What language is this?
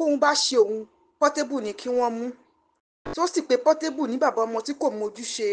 Yoruba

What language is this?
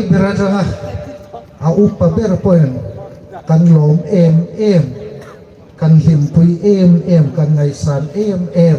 Hmar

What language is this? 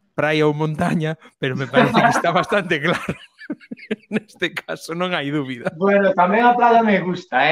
Galician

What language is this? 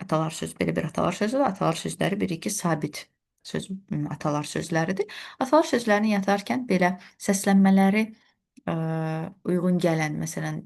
Azerbaijani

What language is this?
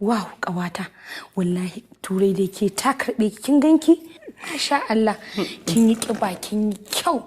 Hausa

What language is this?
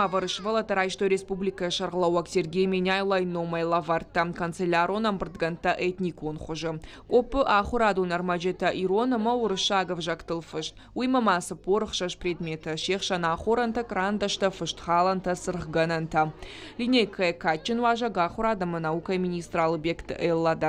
Ossetic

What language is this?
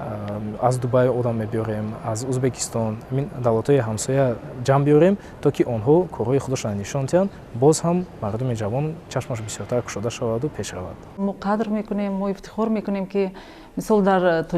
Tajik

